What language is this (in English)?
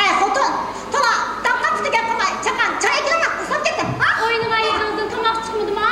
Uyghur